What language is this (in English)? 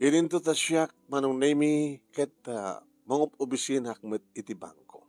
Iloko